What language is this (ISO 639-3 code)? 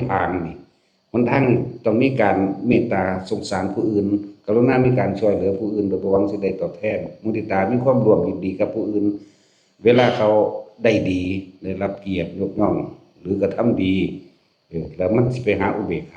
lao